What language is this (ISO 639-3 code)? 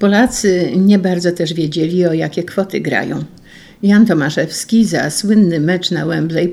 pol